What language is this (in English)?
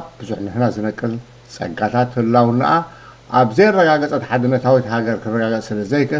Tigrinya